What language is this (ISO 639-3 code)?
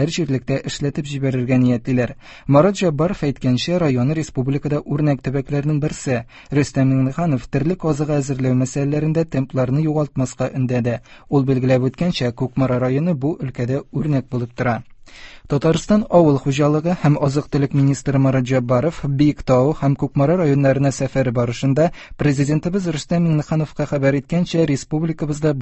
tat